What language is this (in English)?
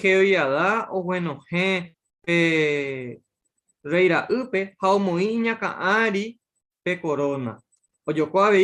Guarani